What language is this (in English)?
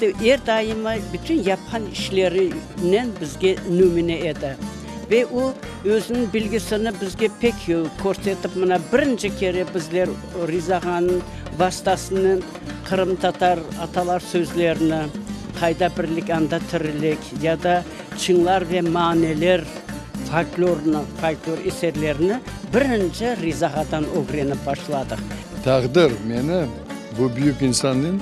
Crimean Tatar